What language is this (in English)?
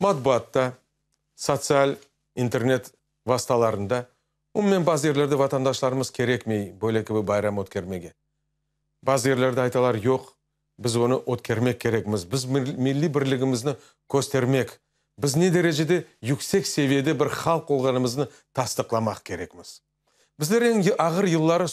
Crimean Tatar